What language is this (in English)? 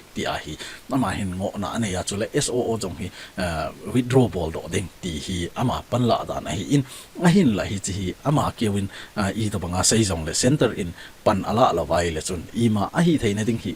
Thado Chin